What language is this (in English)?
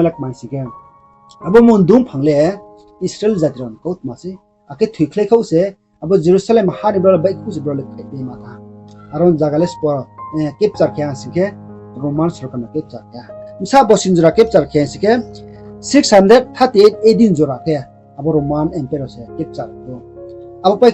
Riang (India)